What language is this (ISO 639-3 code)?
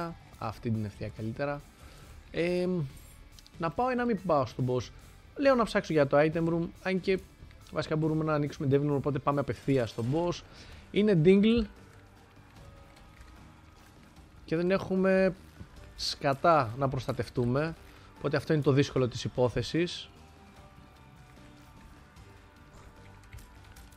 ell